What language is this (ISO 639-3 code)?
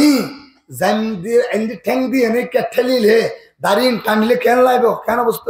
rhg